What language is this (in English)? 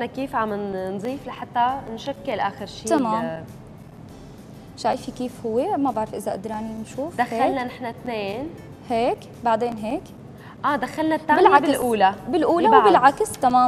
North Levantine Arabic